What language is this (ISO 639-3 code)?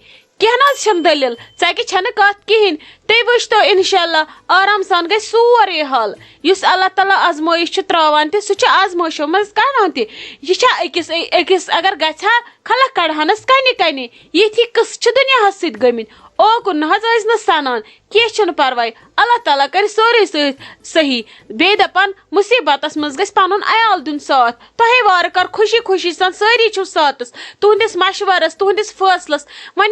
kas